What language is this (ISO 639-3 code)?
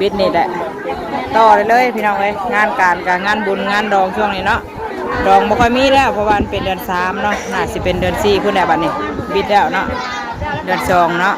tts